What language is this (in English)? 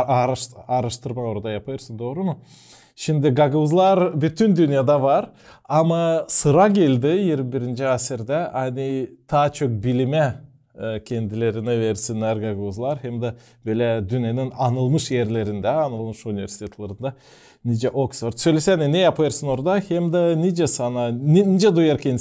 Gagauz